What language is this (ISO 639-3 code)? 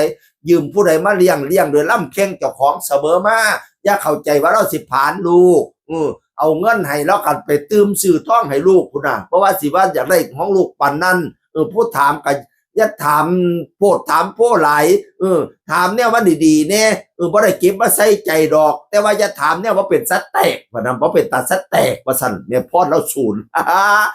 tts